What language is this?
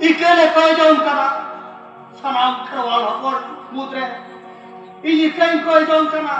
Santali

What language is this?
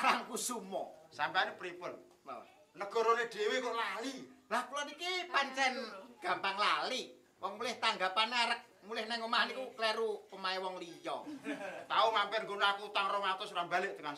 Javanese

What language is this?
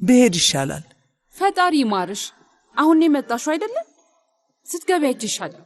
Amharic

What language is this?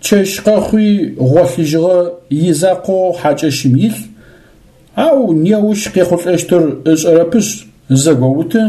Adyghe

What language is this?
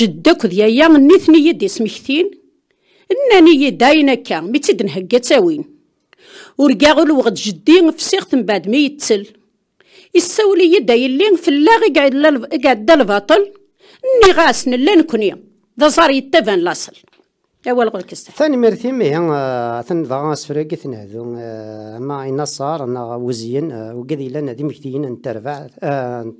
Kabyle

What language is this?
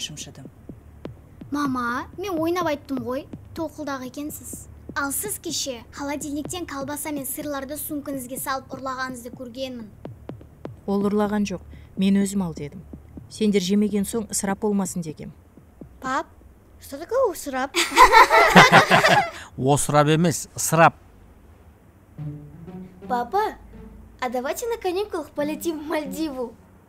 Kazakh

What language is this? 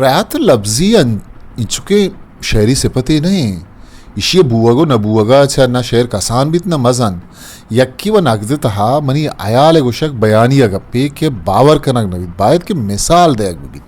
Eastern Balochi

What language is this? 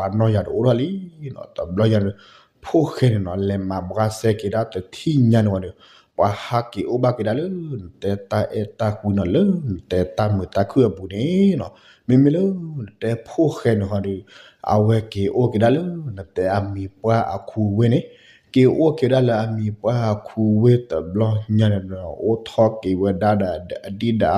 S'gaw Karen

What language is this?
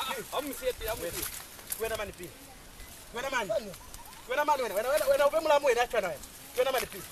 Lozi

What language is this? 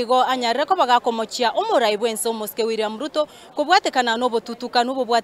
Gusii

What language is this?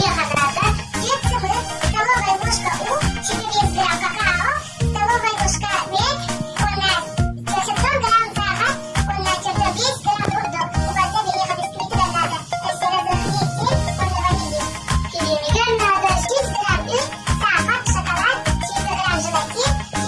Yakut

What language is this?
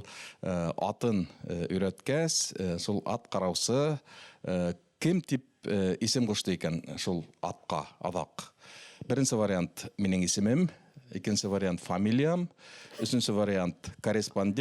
Bashkir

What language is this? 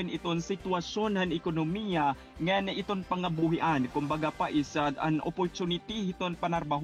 Waray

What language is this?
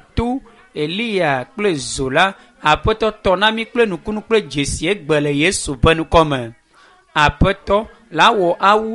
Ewe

